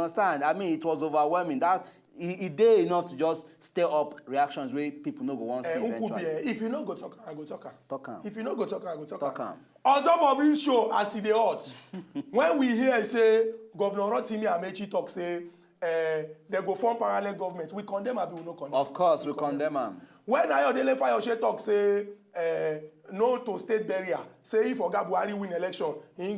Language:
Nigerian Pidgin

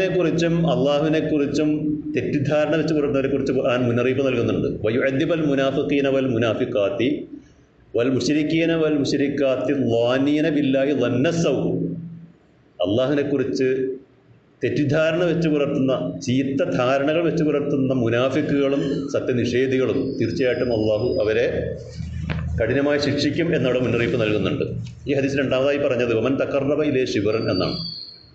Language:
Malayalam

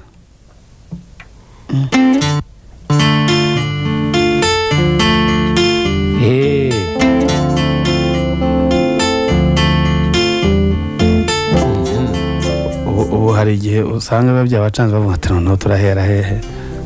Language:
Kinyarwanda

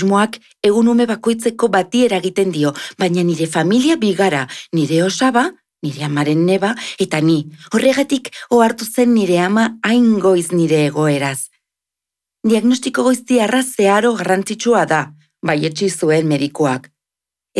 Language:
Basque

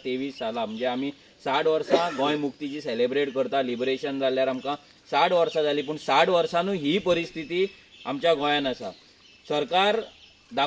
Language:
Konkani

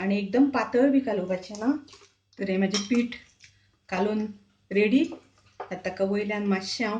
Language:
Konkani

